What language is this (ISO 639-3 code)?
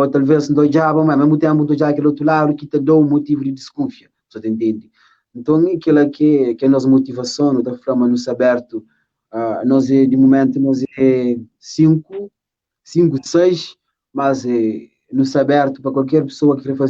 kea